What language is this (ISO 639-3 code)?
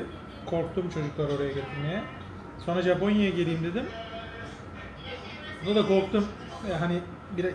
tur